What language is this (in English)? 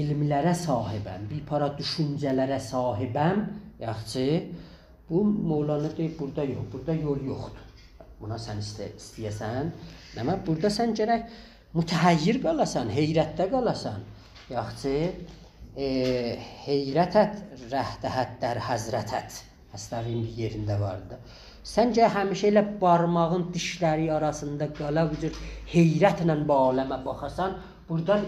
South Azerbaijani